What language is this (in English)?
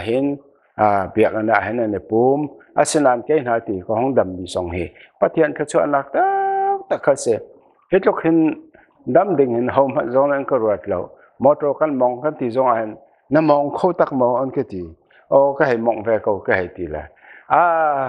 Hakha Chin